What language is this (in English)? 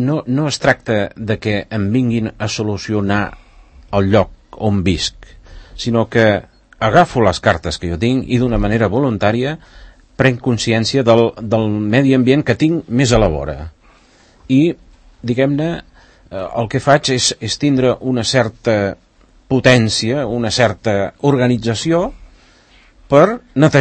Catalan